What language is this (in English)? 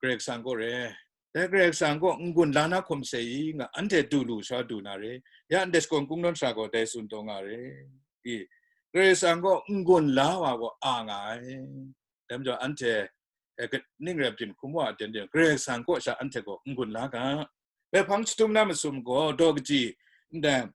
Kachin